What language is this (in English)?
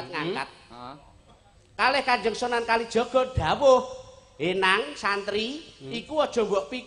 Javanese